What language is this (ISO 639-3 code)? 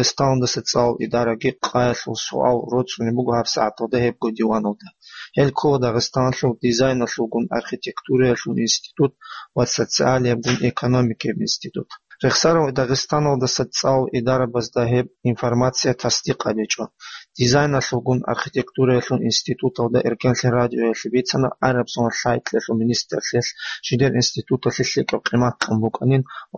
ava